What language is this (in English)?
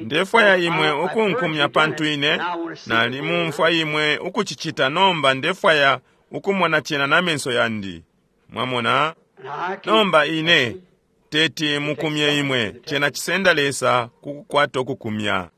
Bemba